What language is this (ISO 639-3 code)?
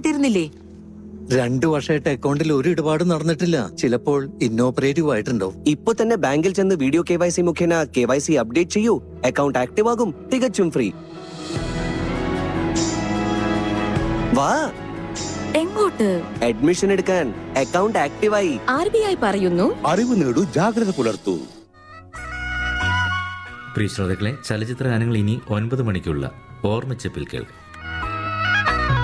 mal